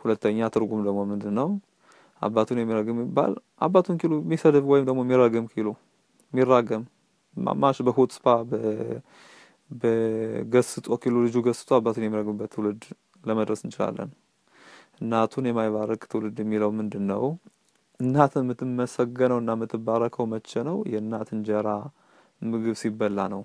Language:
Amharic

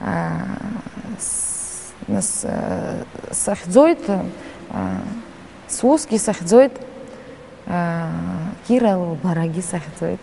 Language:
Abkhazian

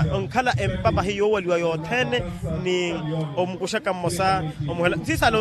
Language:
Makhuwa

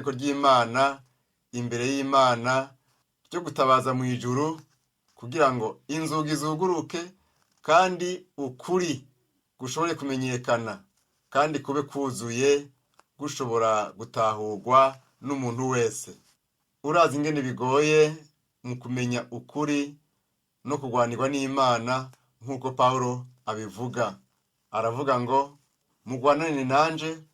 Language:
Rundi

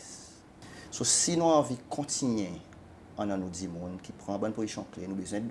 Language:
Seselwa Creole French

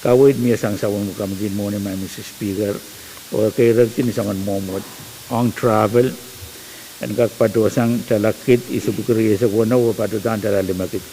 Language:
Pohnpeian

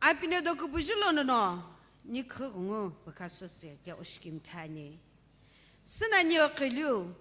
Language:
Sumi Naga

